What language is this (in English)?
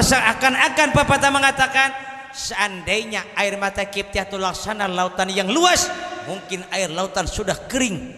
Banjar